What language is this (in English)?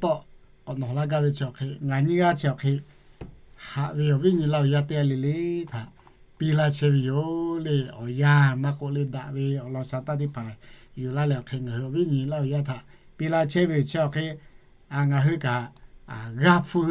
Lahu